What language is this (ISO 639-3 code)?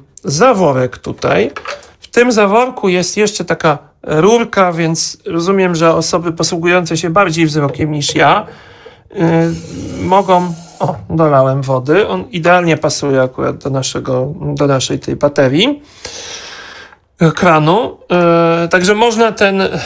pol